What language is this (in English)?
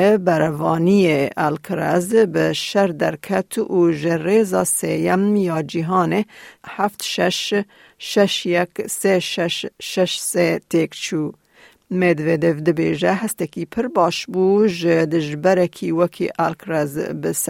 Kurdish